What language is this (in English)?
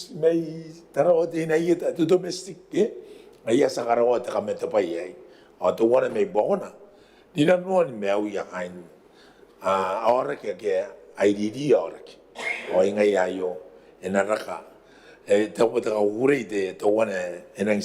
Gilbertese